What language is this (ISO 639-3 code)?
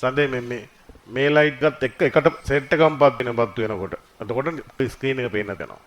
sin